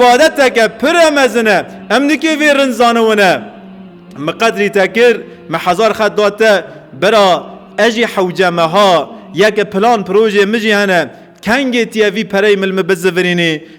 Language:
Kurdish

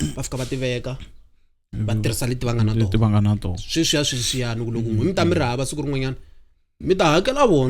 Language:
Tsonga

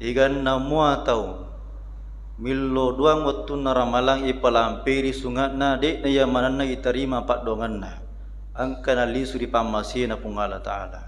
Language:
Buginese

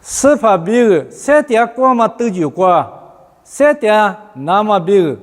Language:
Lisu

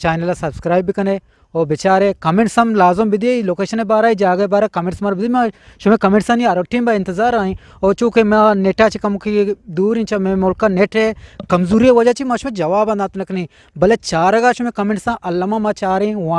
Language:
Eastern Balochi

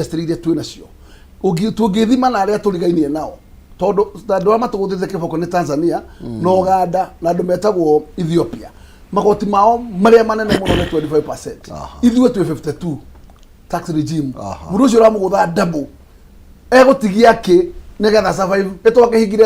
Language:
Kikuyu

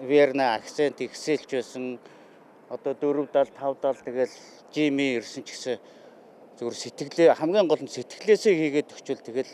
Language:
Mongolian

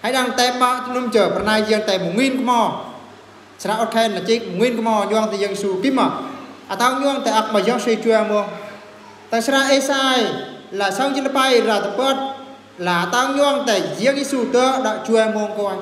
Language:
Eastern Bru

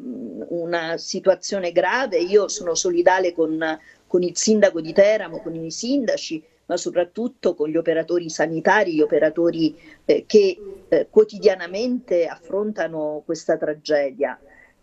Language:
Italian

